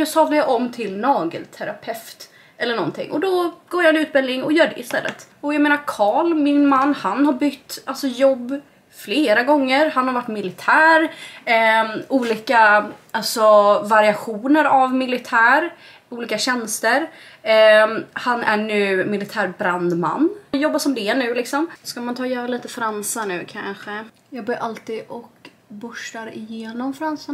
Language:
Swedish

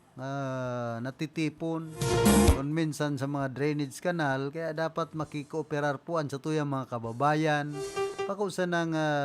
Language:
Bikol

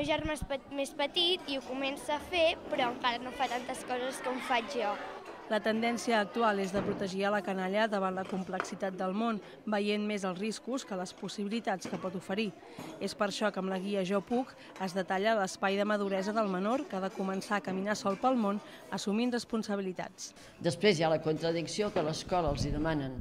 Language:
Catalan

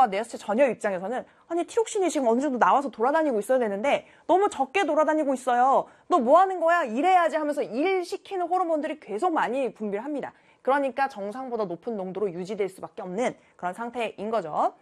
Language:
Korean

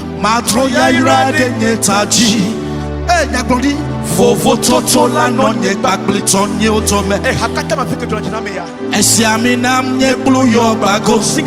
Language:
Ewe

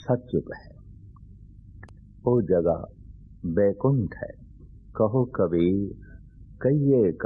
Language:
Punjabi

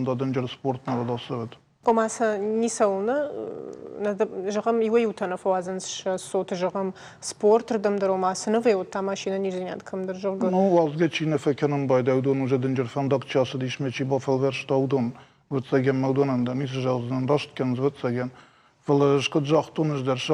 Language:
Ossetic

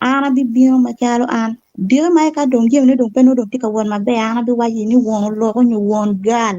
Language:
Acoli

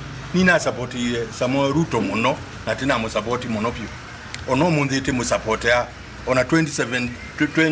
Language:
Kamba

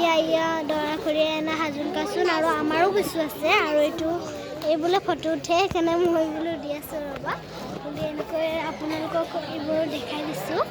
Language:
Assamese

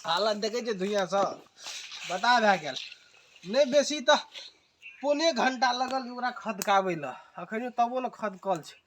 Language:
Maithili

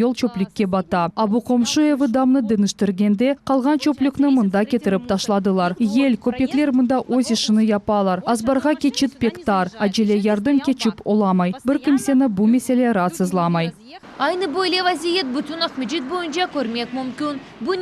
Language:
Crimean Tatar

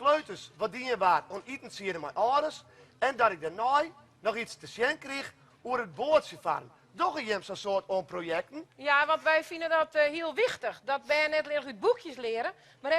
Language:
Western Frisian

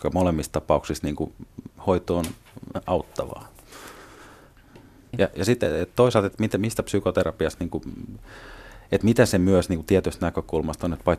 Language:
Finnish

